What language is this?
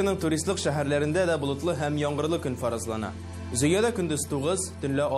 Tatar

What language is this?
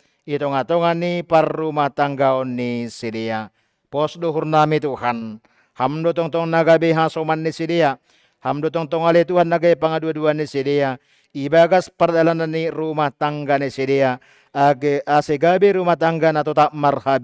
Batak Simalungun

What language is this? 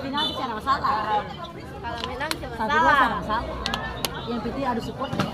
Ambonese Malay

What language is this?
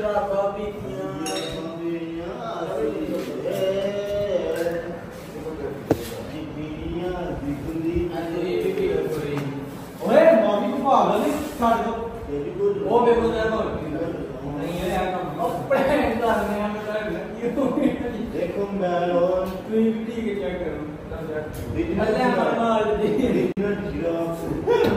Punjabi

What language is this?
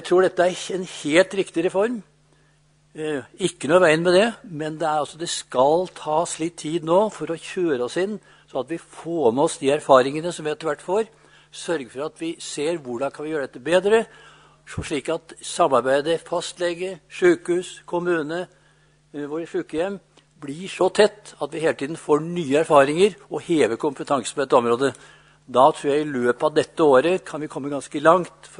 Norwegian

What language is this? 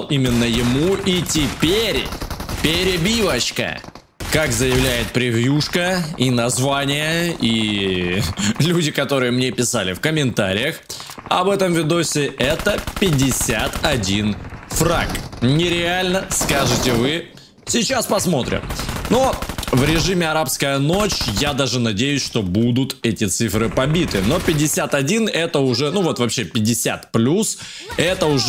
Russian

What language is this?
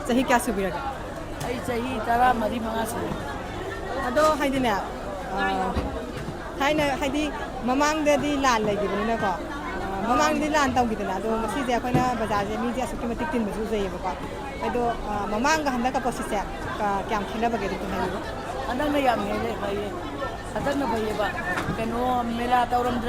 Manipuri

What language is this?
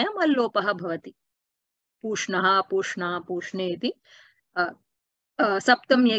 Sanskrit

